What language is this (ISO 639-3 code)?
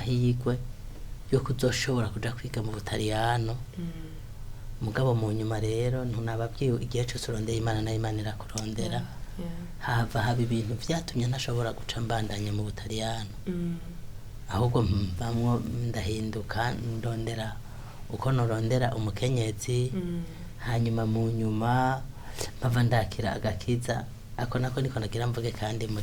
run